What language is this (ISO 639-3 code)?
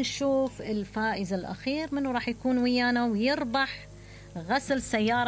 acm